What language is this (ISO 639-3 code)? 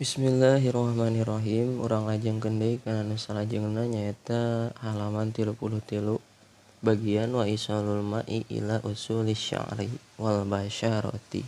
sun